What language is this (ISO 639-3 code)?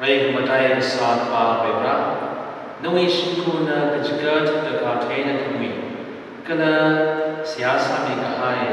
nmf